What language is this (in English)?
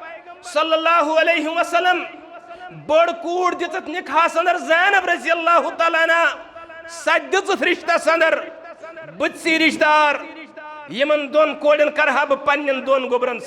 Kashmiri